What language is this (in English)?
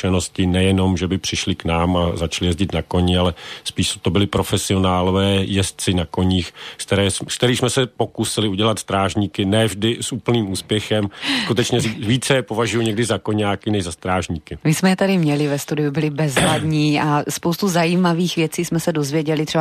Czech